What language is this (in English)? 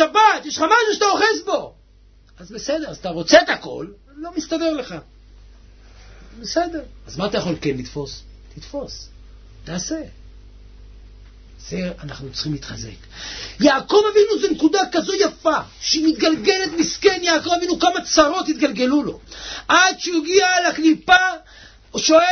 Hebrew